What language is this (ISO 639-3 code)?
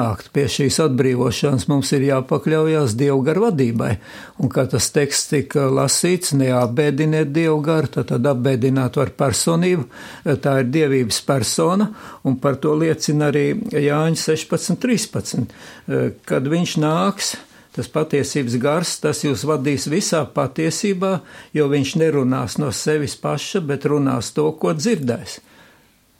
lav